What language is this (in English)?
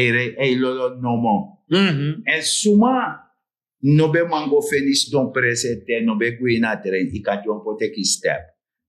Sranan Tongo